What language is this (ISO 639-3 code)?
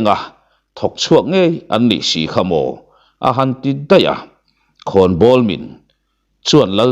lus